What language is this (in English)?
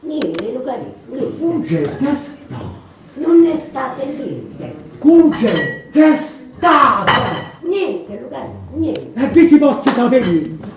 Neapolitan